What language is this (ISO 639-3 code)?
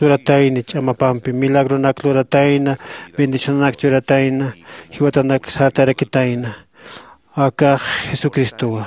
aym